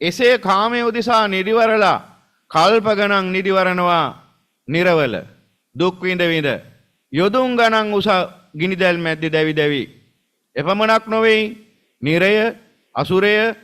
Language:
Sinhala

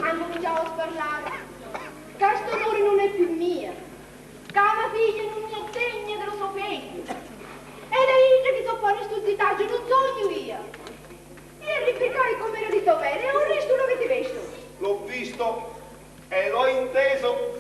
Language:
Sicilian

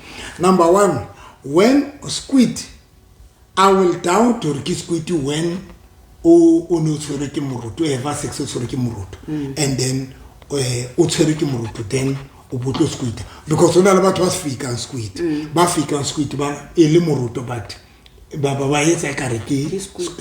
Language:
Southern Sotho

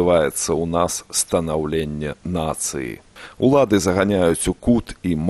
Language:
Belarusian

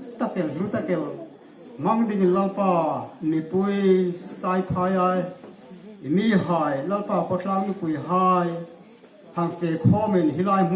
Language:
Hmar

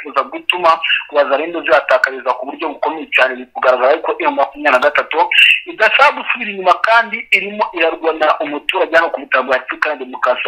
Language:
Kinyarwanda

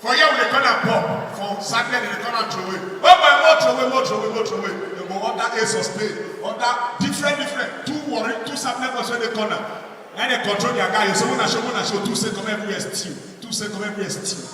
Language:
Nigerian Pidgin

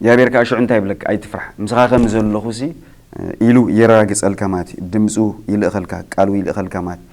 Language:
Tigrinya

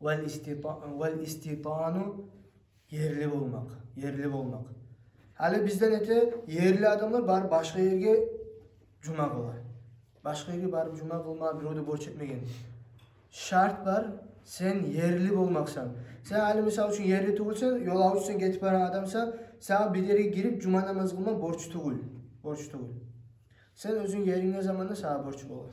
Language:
Kumyk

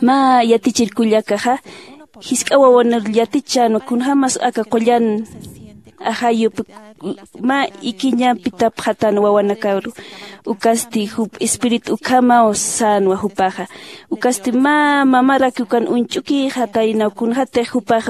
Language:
Aymara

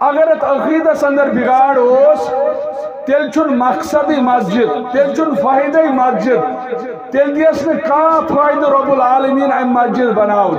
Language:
Kashmiri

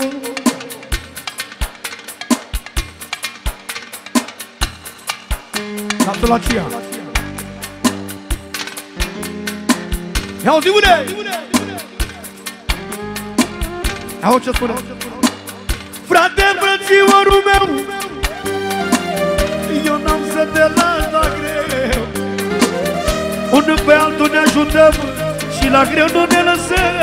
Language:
Romanian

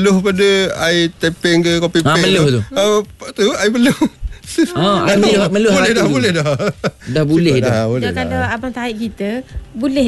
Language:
Malay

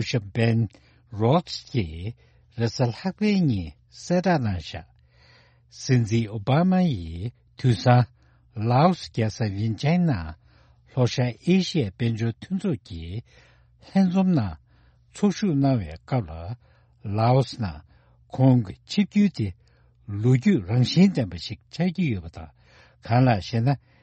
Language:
Tibetan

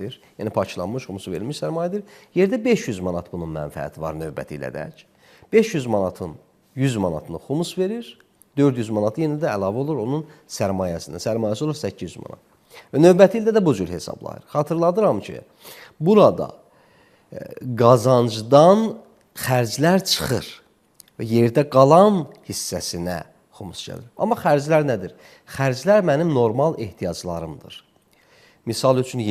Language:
Azerbaijani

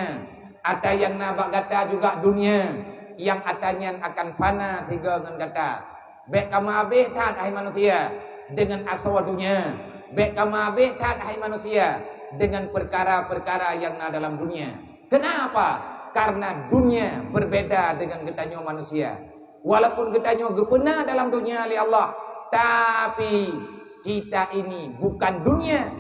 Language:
Achinese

